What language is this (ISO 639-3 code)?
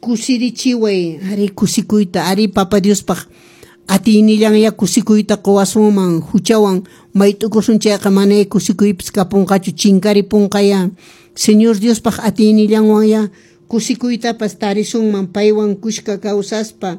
que